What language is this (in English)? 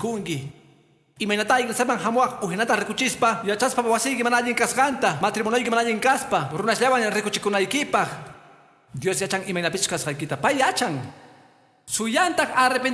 Quechua